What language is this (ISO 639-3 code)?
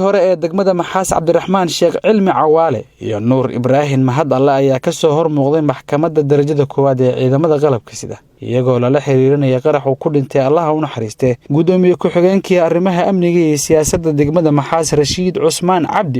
som